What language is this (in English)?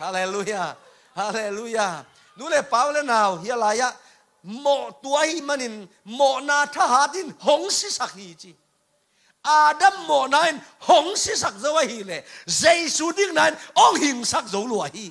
Tedim Chin